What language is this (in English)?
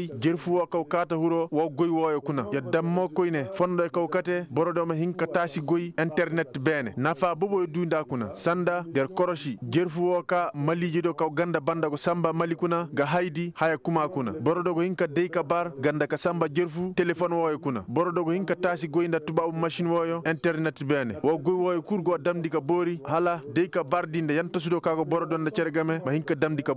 Koyraboro Senni